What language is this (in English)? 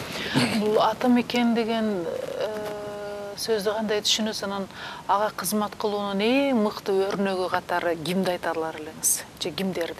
Kyrgyz